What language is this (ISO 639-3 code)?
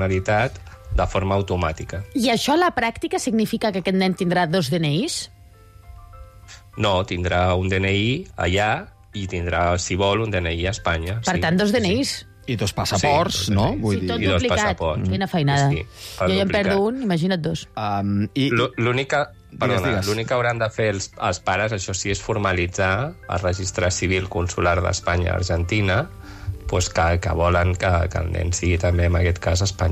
cat